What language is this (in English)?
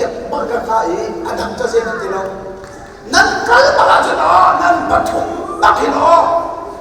Hakha Chin